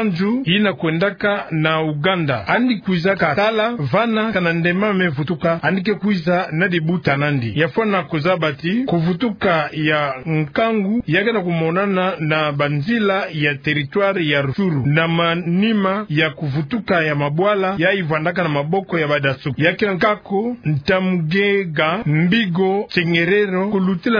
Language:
Kituba (Democratic Republic of Congo)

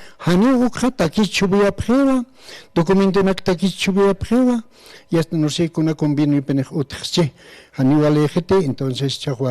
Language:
Aymara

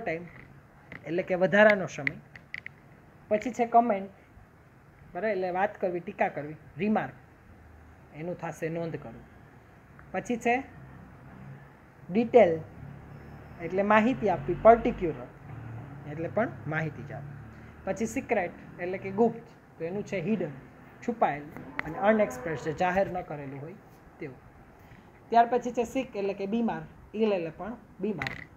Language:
Gujarati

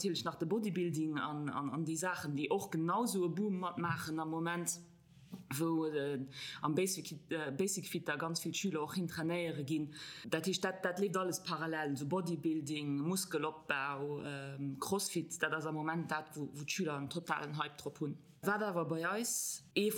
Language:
Luxembourgish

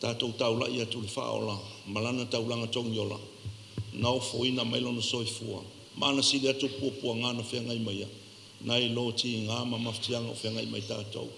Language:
Samoan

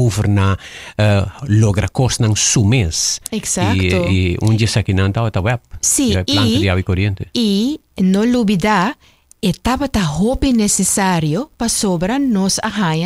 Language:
Papiamento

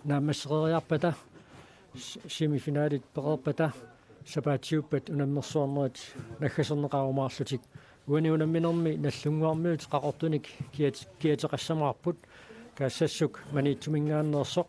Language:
Kalaallisut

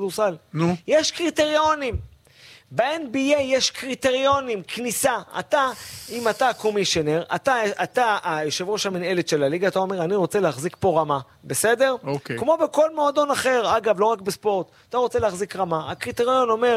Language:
Hebrew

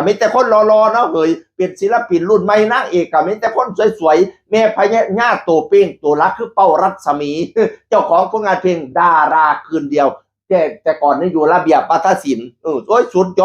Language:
Northeastern Thai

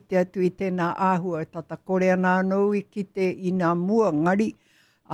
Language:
Māori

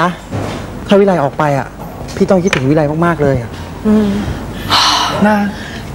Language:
Thai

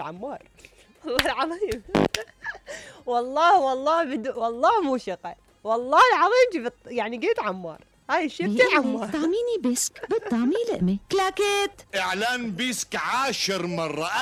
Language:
Mesopotamian Arabic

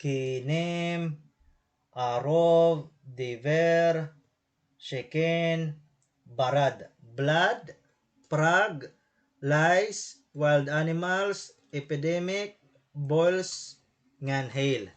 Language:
Waray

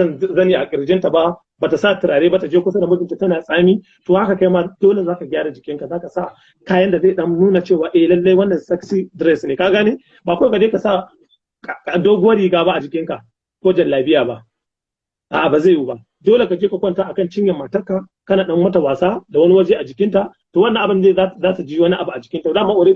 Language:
Hausa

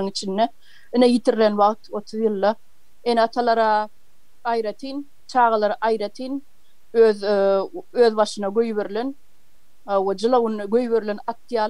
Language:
Turkmen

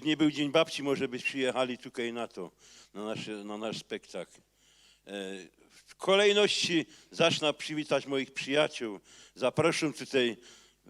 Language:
Silesian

